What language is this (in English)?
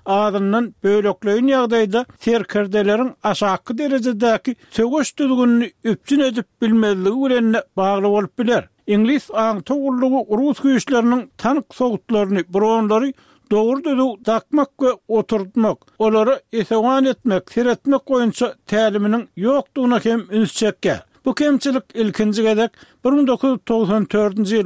Turkmen